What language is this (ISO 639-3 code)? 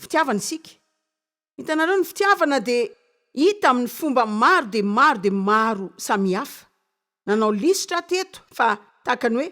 mlg